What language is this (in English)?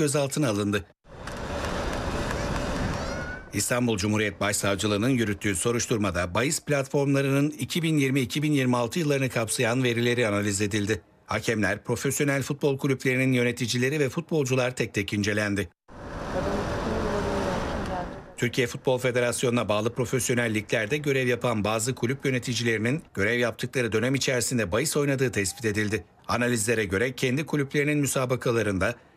Turkish